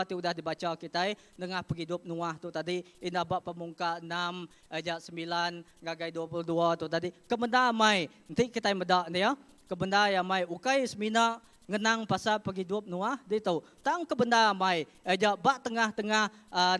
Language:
Iban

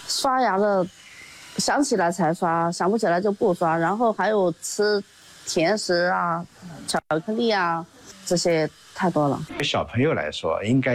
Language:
Chinese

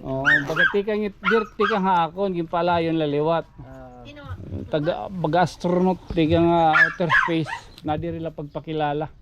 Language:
Waray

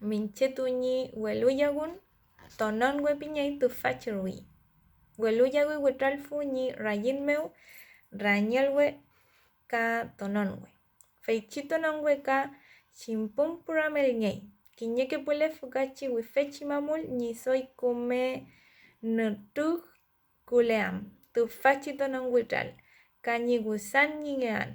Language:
Mapuche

